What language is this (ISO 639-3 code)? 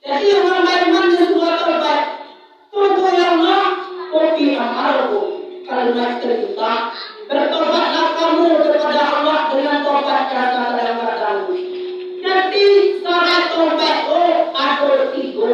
min